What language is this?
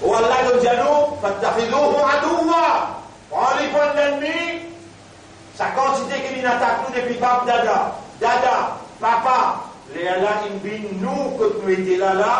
Morisyen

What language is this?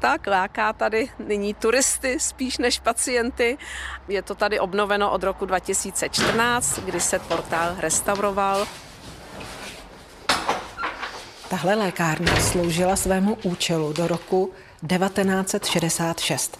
Czech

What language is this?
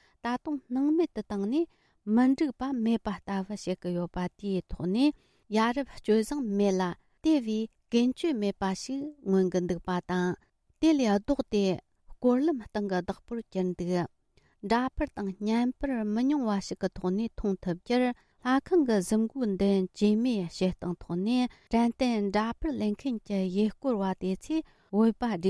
Tibetan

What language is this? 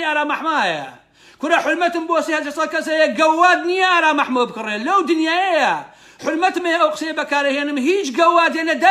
Central Kurdish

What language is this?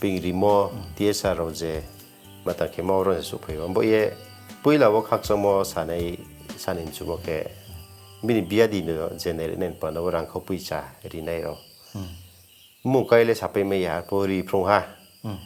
Riang (India)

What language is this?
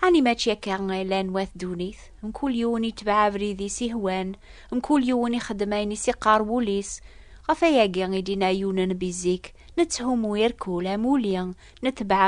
Kabyle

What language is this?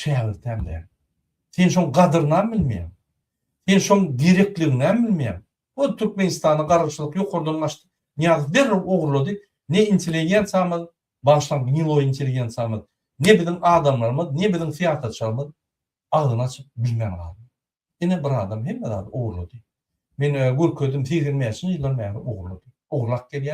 Turkmen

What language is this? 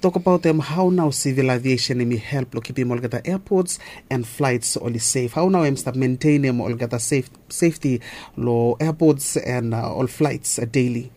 Bislama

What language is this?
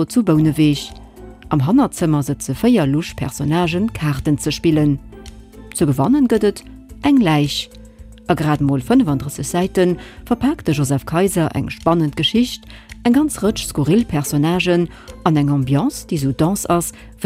Luxembourgish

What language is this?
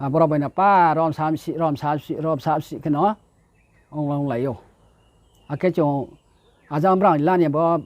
Riang (India)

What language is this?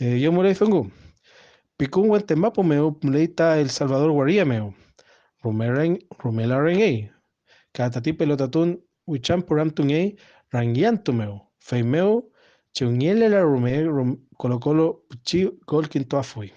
Mapuche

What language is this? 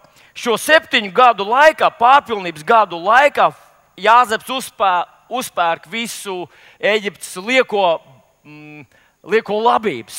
Latvian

